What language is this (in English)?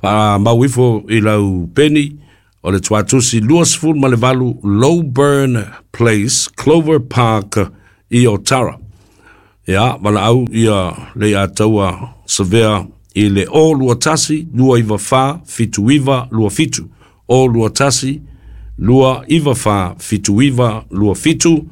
Samoan